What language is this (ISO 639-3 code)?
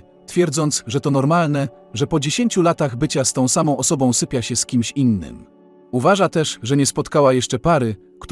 pol